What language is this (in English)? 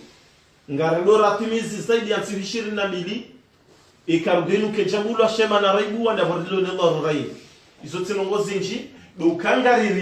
Ngazidja Comorian